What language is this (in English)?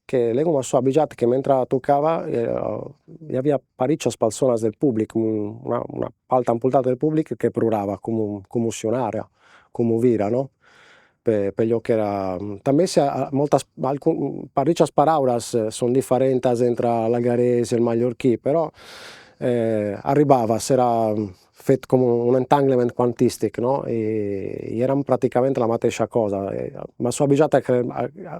Sardinian